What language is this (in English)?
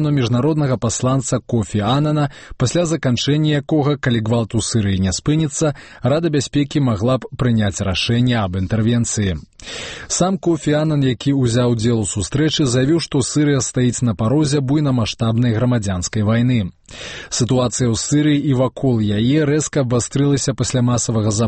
Belarusian